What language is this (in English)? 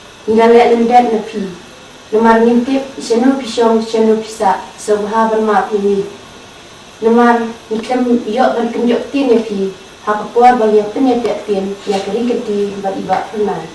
Khasi